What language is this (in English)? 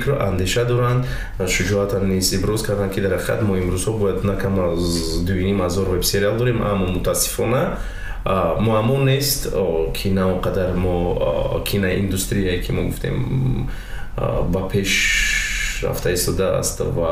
Tajik